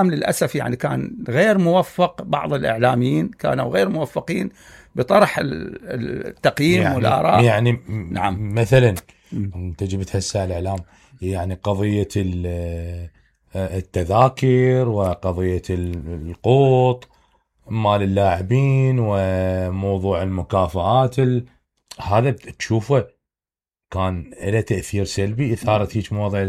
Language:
Mesopotamian Arabic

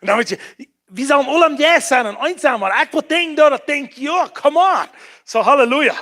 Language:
Plautdietsch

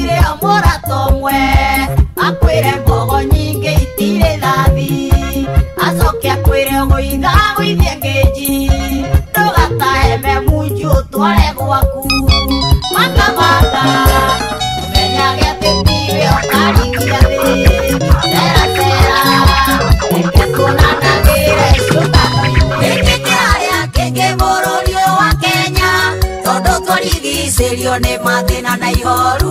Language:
Kikuyu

